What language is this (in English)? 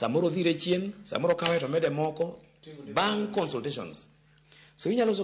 Luo (Kenya and Tanzania)